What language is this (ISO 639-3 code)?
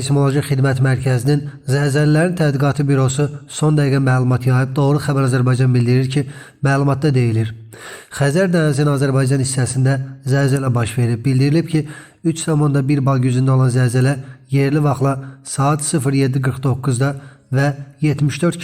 aze